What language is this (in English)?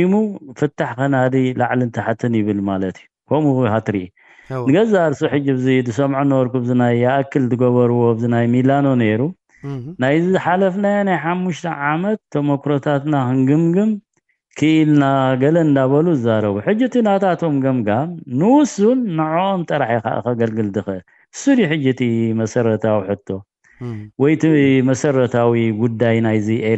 Tigrinya